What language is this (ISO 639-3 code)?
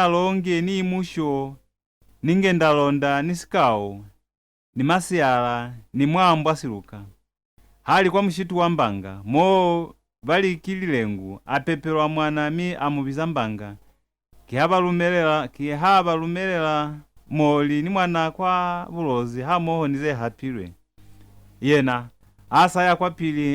loz